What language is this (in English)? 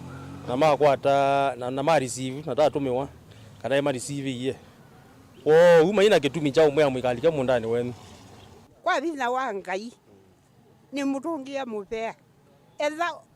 Kamba